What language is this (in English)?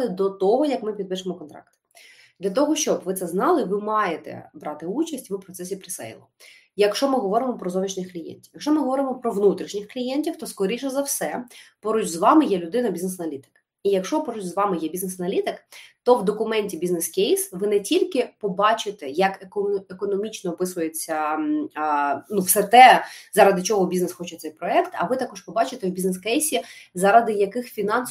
Ukrainian